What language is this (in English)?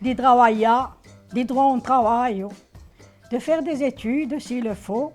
Corsican